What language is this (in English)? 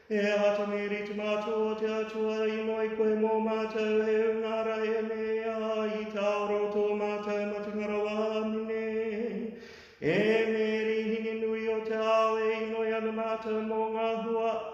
Māori